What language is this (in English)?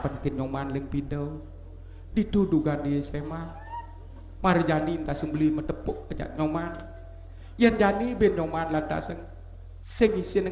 Balinese